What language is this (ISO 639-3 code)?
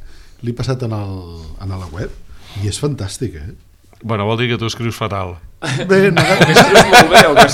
cat